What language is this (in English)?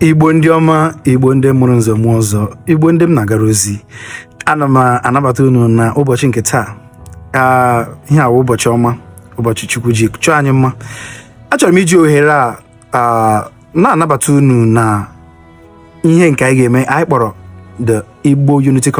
Igbo